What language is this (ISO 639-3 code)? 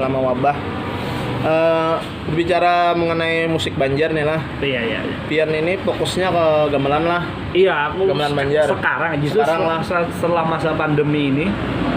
bjn